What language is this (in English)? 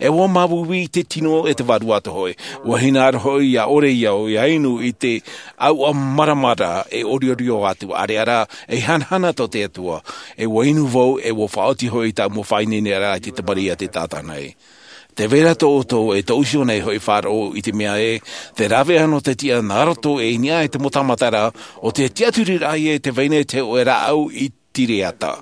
Tahitian